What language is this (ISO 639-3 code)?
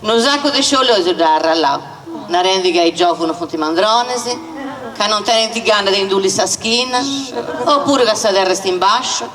srd